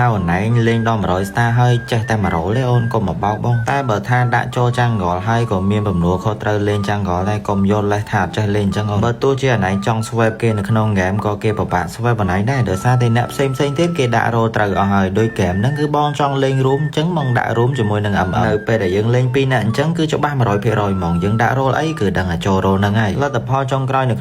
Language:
Khmer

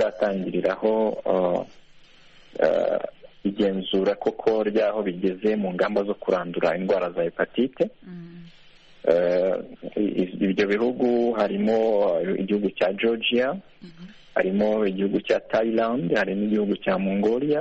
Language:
Kinyarwanda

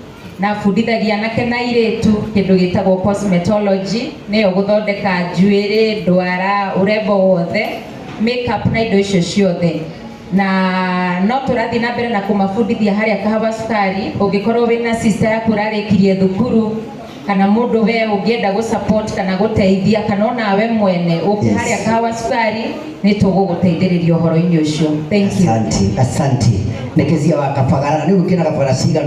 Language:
Kikuyu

